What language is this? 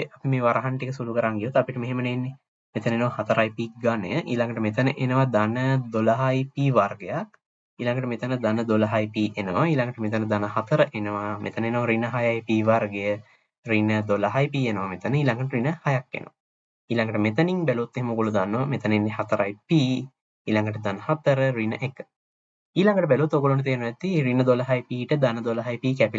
Sinhala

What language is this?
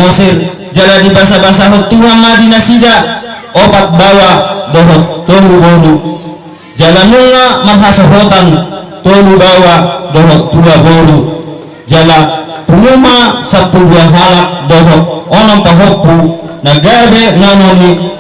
Batak Toba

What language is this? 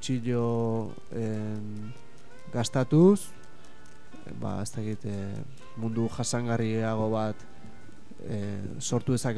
Basque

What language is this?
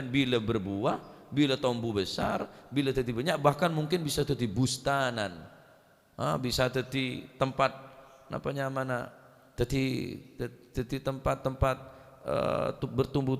Madurese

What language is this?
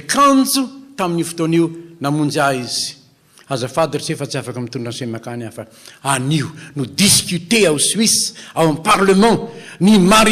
Malagasy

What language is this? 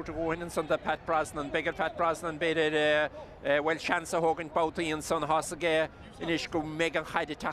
Irish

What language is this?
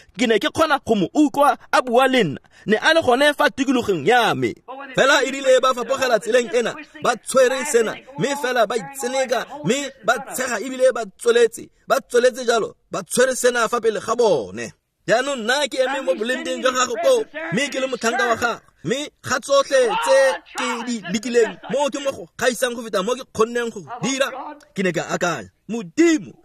Tswana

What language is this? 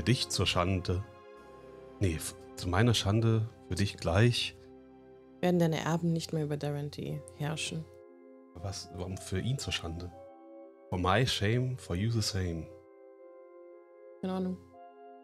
German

